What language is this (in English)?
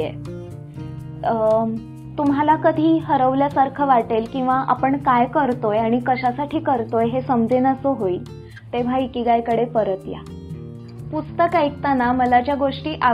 Marathi